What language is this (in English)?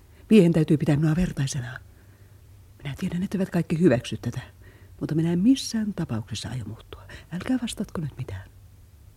Finnish